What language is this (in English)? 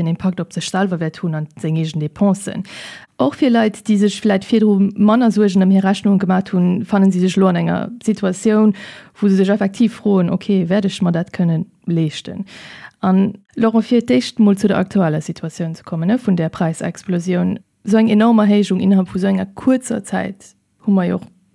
Luxembourgish